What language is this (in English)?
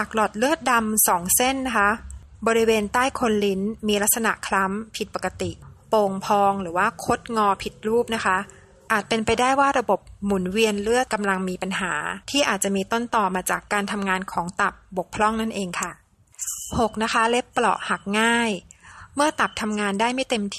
Thai